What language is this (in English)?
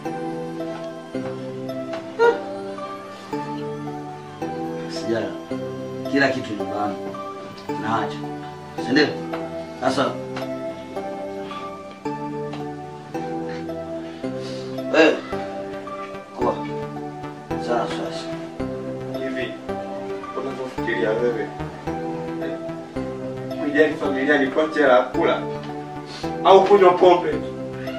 Swahili